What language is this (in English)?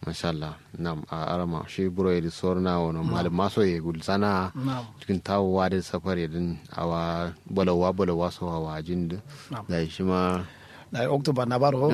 Kanuri